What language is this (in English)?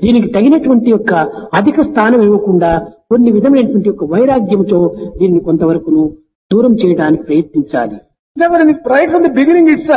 Telugu